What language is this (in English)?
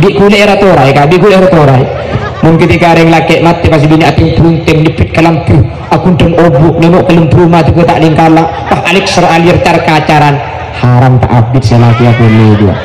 Madurese